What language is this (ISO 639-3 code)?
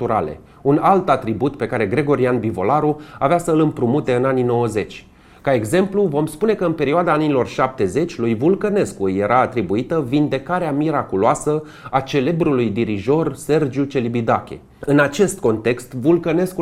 ron